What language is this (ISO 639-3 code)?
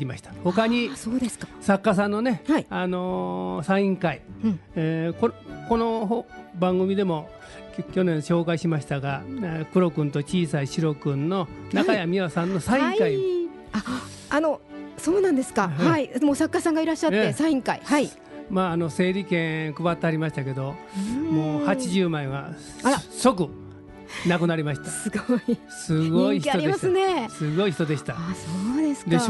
jpn